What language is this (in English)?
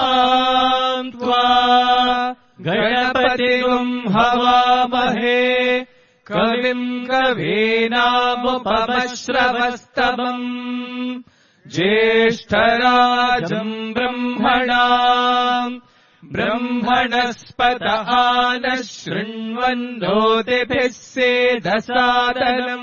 Sanskrit